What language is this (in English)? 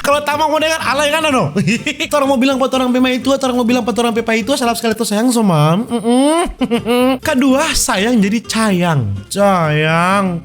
Manado Malay